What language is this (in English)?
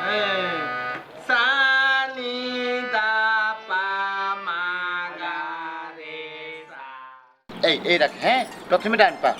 Sylheti